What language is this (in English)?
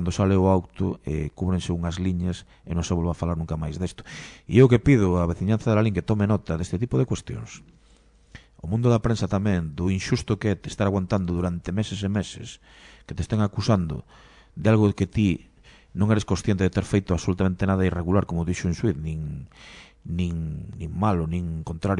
Galician